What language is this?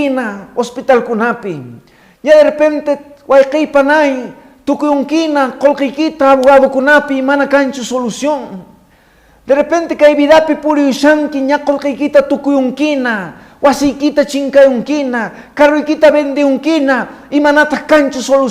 Quechua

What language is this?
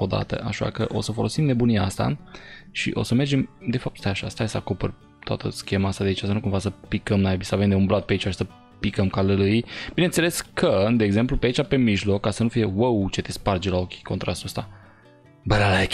Romanian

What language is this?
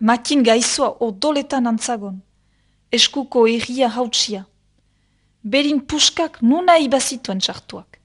Basque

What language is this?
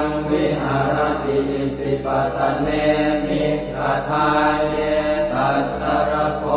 Pali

